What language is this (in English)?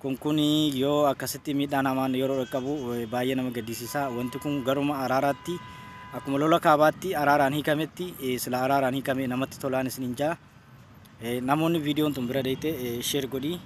Oromo